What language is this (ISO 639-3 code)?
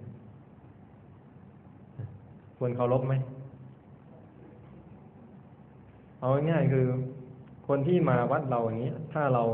tha